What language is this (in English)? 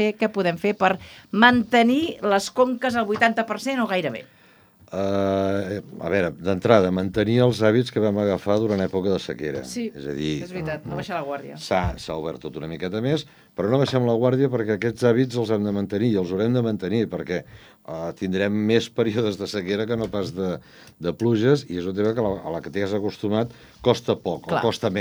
Catalan